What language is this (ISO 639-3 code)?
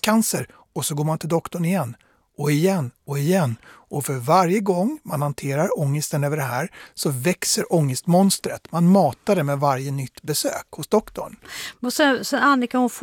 swe